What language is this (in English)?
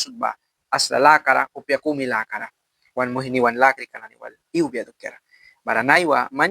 Mískito